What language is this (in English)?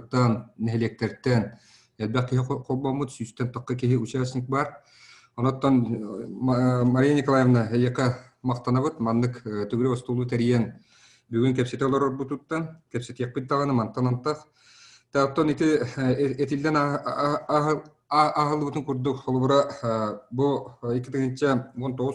Yakut